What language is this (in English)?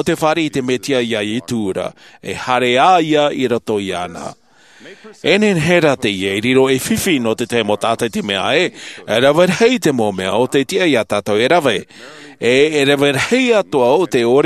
Tahitian